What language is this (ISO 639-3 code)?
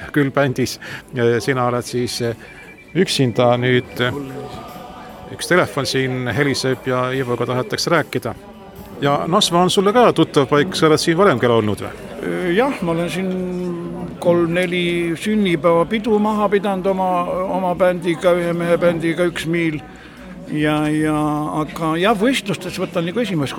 est